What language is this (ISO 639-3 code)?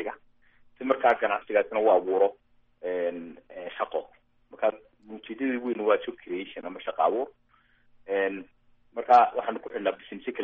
som